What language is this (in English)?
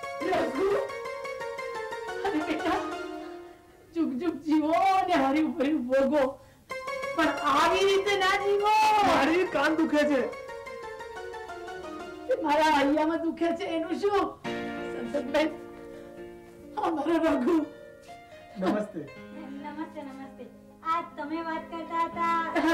Gujarati